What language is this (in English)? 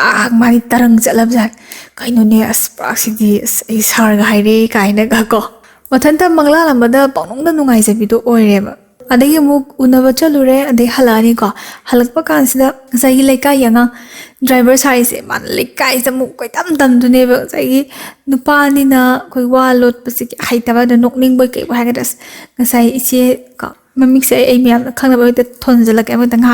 Manipuri